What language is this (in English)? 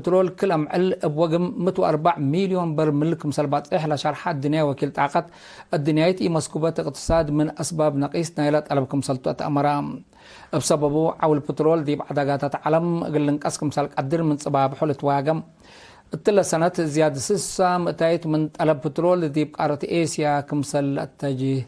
Tigre